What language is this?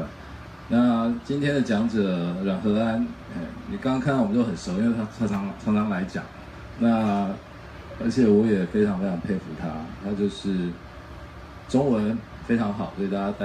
Chinese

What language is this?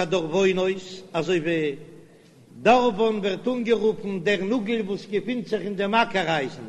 Yiddish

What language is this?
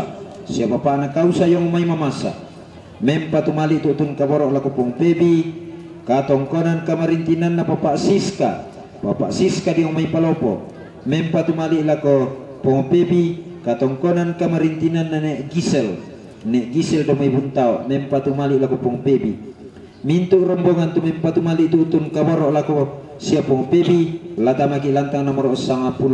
Toraja-Sa'dan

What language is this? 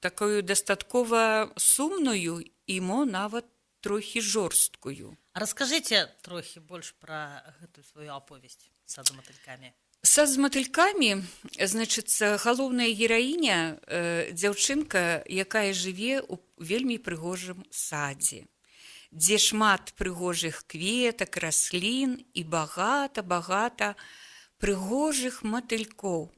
Belarusian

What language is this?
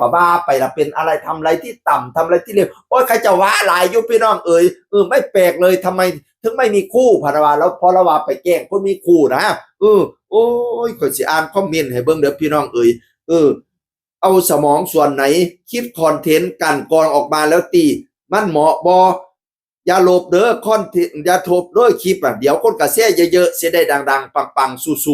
Northeastern Thai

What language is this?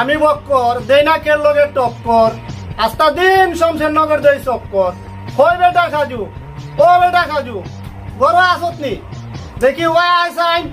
Sylheti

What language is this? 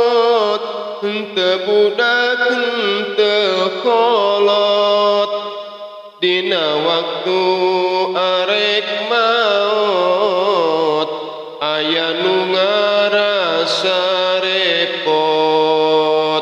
Sundanese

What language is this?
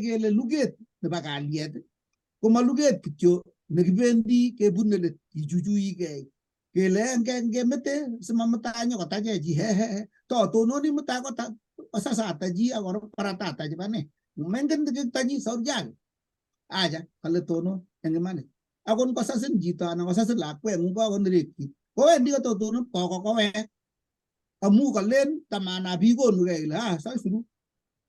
Kalenjin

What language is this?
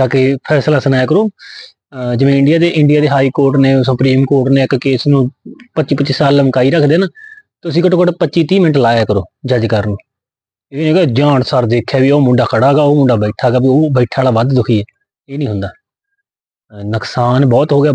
Punjabi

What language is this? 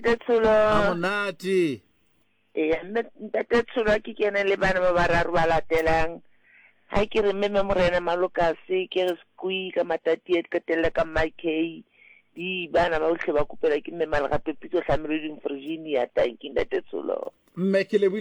Southern Sotho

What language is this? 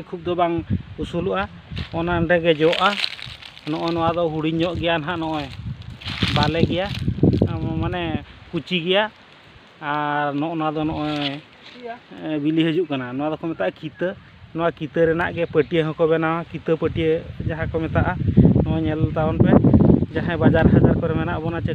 Santali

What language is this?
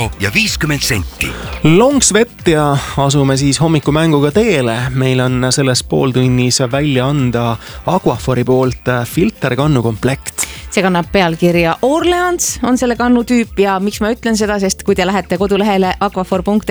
Estonian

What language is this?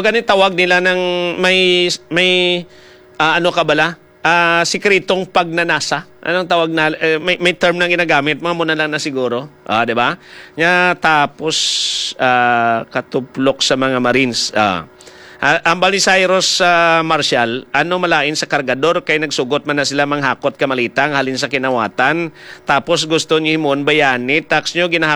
Hiligaynon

